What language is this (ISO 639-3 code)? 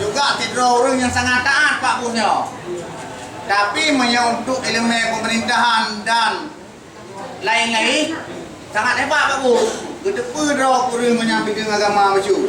ace